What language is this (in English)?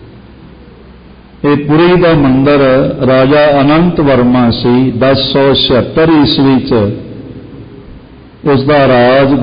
Punjabi